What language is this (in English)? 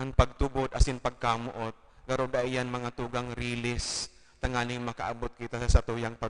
Bikol